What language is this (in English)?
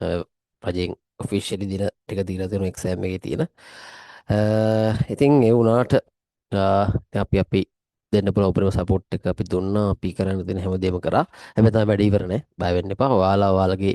Sinhala